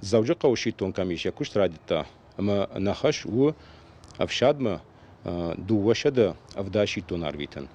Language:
Ossetic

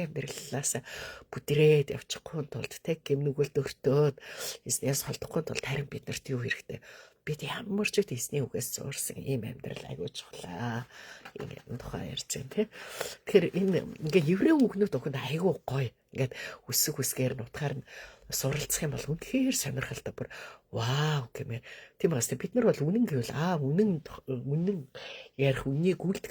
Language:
Mongolian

